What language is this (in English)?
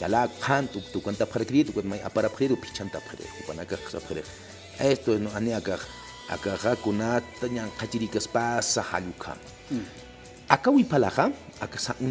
Aymara